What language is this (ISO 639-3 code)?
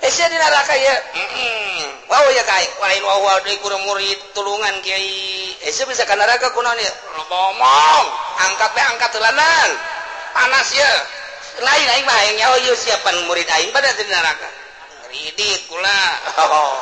sun